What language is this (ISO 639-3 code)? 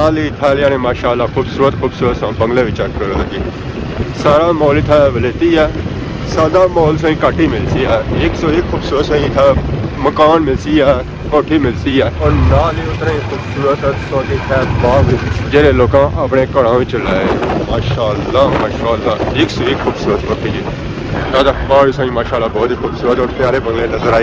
phr